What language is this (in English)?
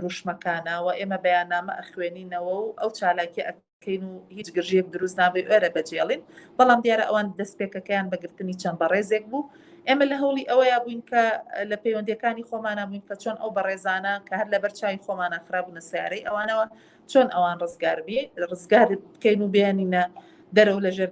Central Kurdish